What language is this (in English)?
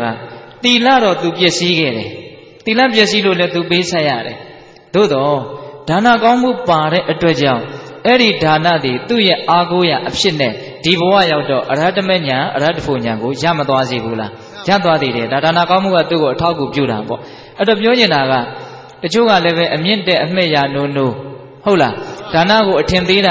Burmese